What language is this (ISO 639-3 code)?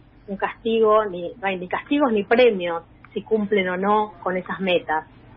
spa